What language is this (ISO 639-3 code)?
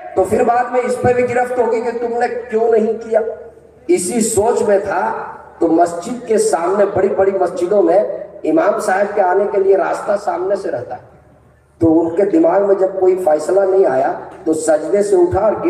urd